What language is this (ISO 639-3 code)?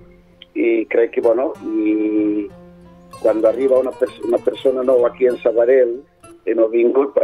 cat